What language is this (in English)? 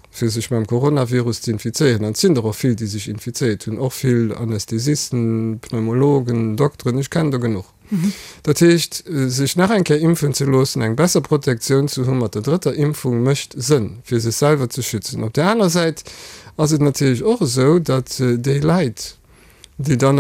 Luxembourgish